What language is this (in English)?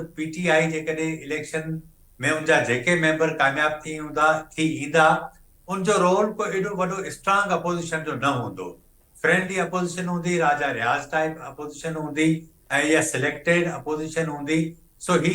Sindhi